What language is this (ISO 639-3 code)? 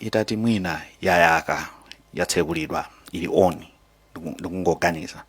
nya